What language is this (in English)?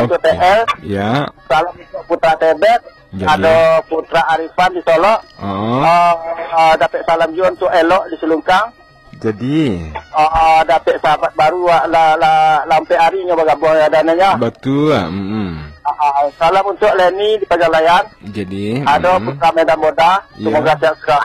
Minangkabau